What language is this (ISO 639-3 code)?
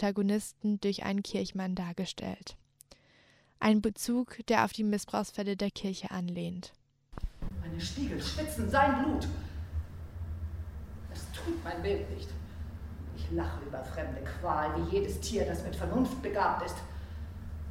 deu